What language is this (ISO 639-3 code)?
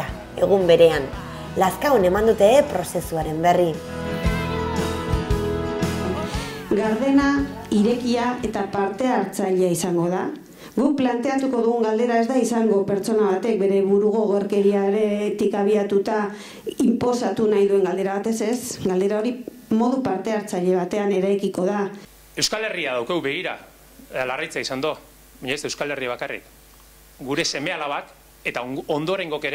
eus